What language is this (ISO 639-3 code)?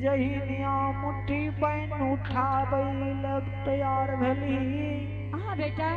anp